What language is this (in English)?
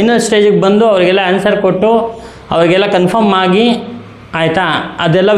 Kannada